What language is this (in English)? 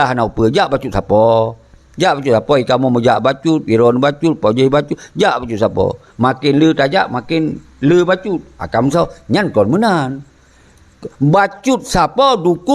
Achinese